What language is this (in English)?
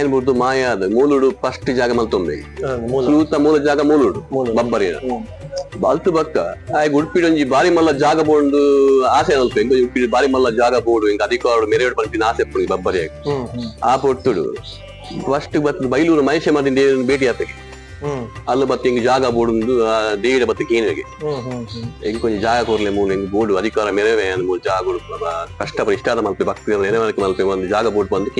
Tulu